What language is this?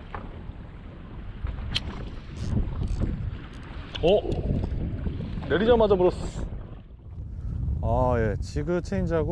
Korean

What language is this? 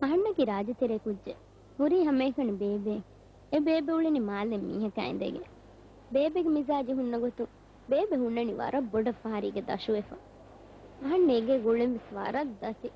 Divehi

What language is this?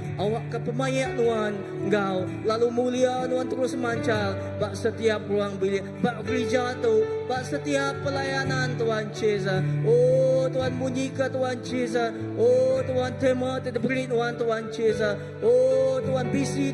Iban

